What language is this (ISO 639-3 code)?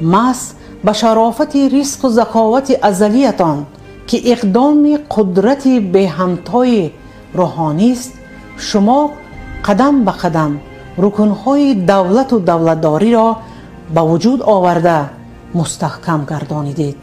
tgk